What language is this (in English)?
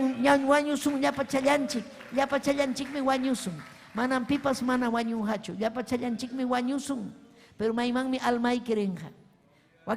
Ayacucho Quechua